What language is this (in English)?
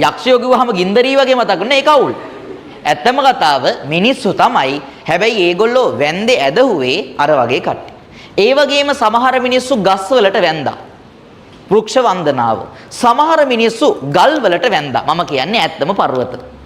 Sinhala